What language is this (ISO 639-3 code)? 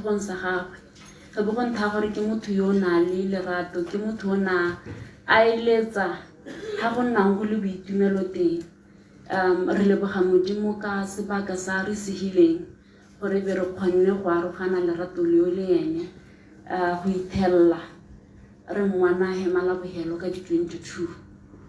tsn